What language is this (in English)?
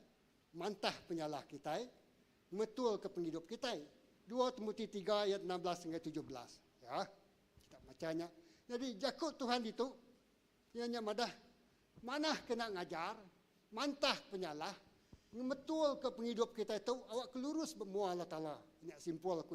Iban